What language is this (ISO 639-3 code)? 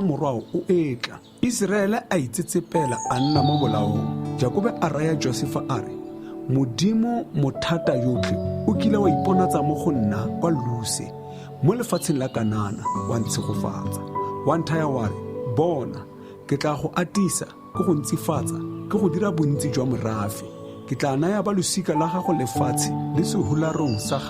tsn